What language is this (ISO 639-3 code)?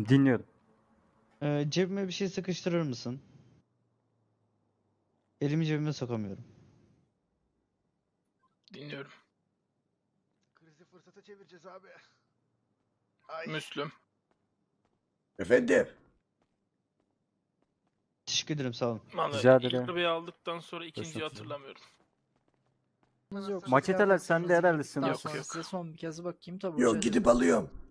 tur